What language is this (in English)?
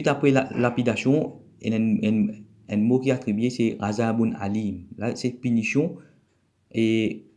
Morisyen